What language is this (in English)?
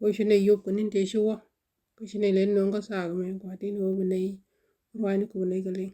Nuer